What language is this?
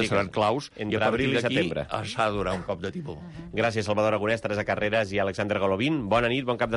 Catalan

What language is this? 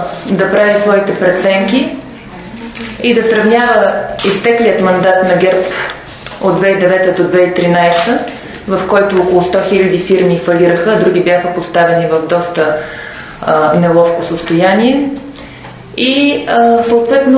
Bulgarian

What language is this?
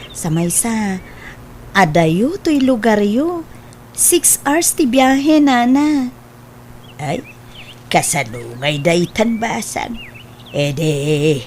Iloko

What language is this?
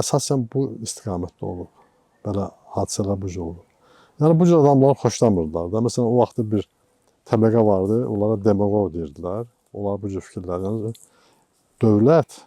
Azerbaijani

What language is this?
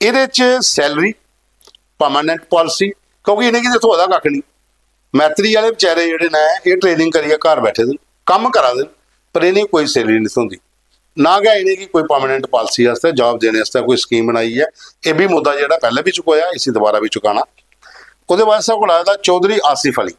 Dogri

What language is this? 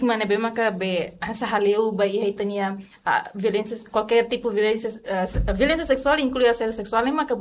Tetum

